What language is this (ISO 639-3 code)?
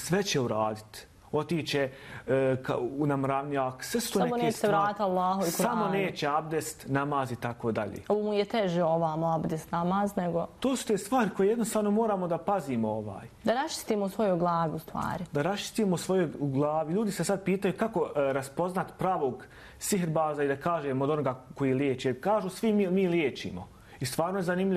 bos